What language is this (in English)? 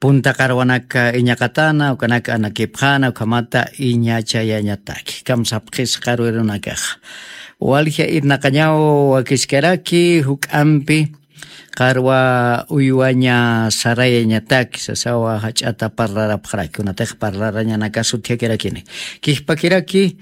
Aymara